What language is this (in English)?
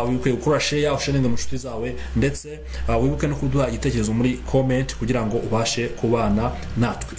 Kinyarwanda